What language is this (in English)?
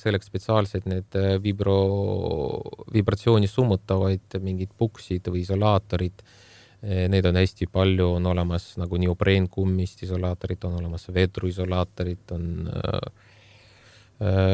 Estonian